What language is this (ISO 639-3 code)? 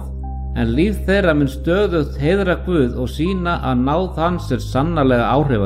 isl